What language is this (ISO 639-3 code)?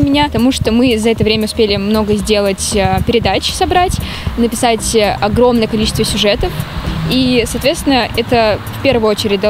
rus